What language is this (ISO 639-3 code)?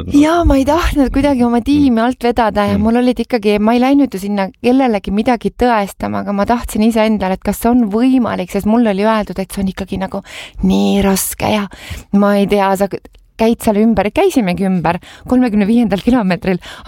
est